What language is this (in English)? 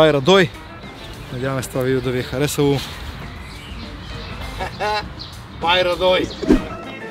Bulgarian